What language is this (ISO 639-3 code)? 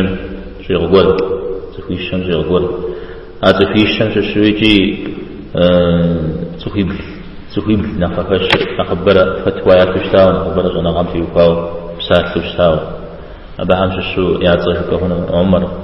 kbd